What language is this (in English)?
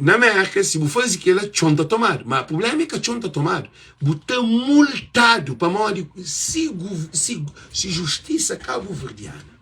Kabuverdianu